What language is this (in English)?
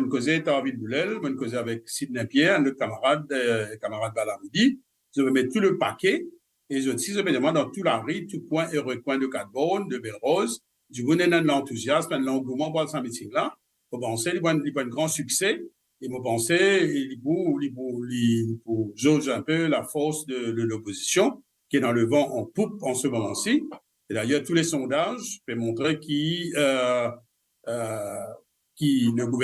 Morisyen